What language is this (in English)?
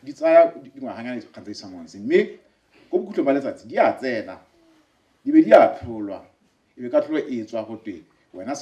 Tswana